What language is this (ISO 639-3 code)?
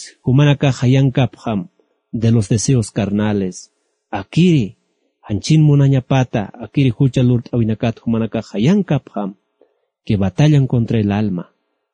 aym